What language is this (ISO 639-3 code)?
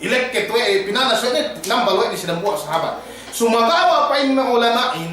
yka